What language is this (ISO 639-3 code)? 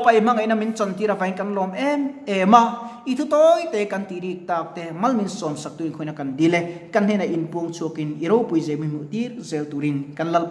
lus